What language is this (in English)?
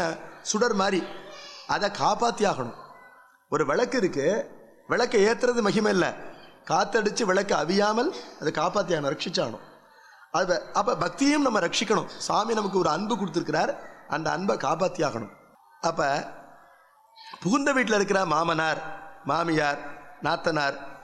Tamil